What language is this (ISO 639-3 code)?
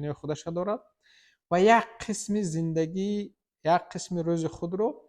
tgk